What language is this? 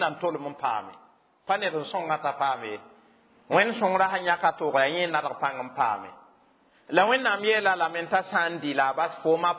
Mossi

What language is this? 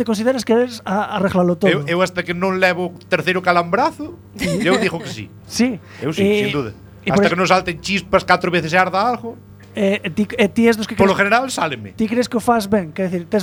Galician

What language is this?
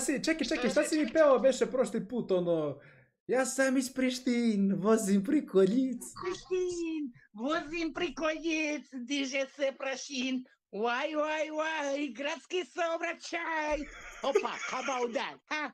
Bosnian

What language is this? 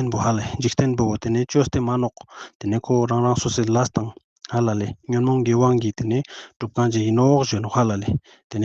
Ladakhi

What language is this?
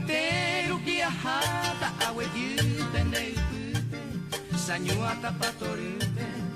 Guarani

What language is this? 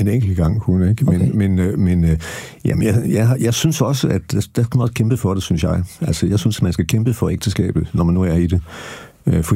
Danish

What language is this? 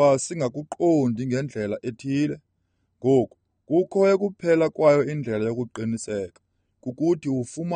Xhosa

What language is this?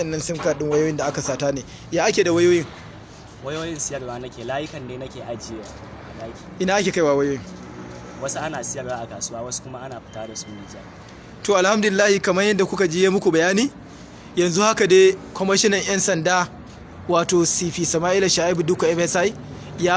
Hausa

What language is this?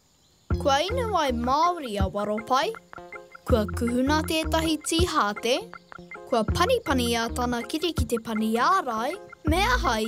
Māori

